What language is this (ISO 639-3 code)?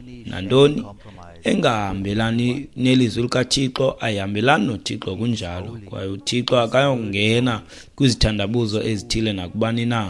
xho